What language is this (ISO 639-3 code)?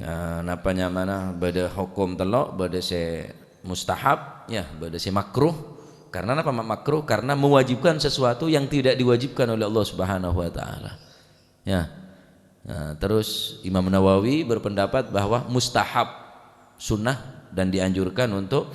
mad